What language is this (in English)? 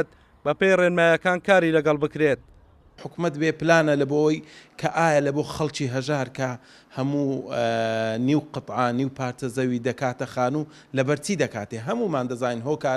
Central Kurdish